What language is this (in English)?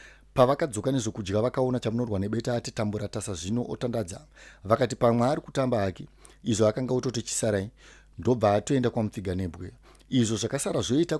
Shona